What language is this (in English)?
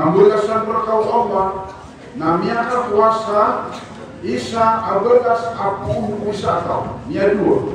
Maranao